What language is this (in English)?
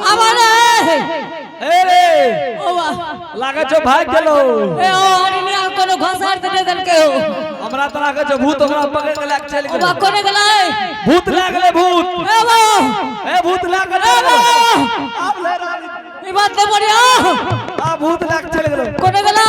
Angika